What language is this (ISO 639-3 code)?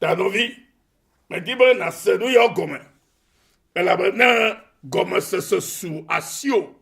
ewe